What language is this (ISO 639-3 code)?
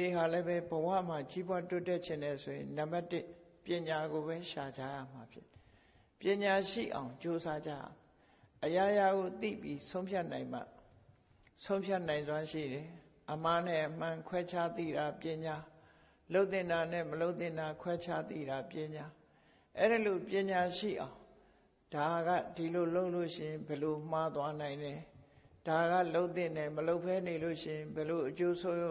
mya